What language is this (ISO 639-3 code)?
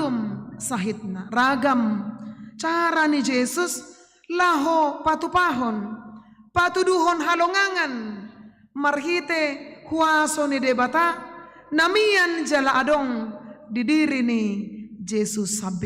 bbc